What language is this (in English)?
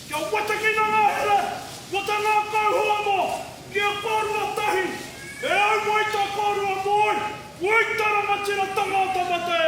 Māori